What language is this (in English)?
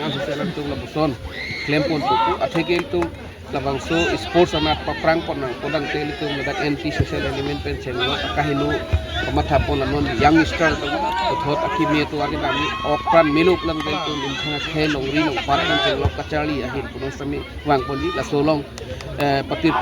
Karbi